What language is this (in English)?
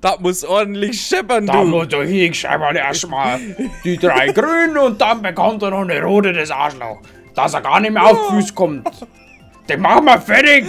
Bavarian